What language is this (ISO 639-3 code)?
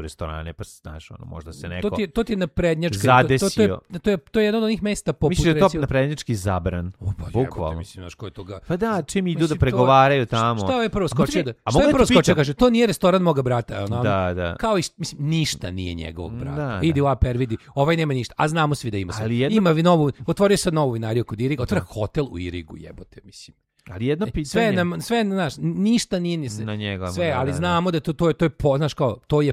srp